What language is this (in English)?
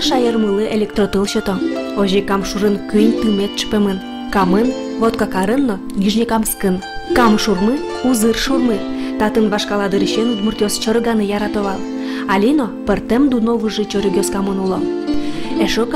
Udmurt